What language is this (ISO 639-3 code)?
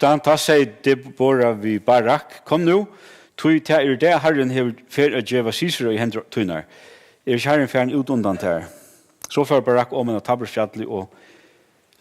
fao